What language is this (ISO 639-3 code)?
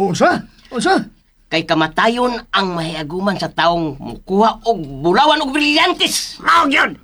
ceb